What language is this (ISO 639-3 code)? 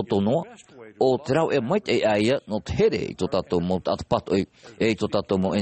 tah